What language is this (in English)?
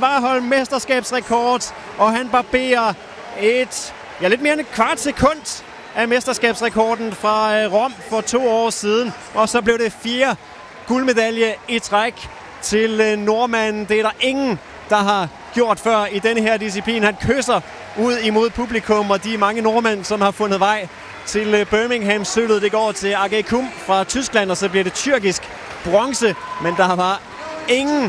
Danish